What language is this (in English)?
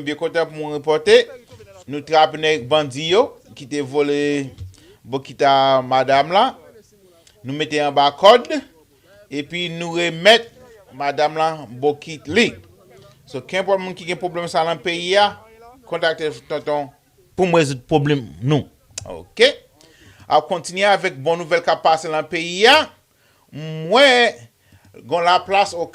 Haitian Creole